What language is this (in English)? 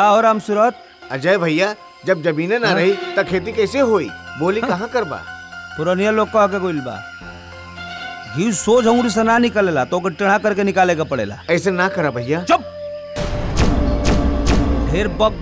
Bhojpuri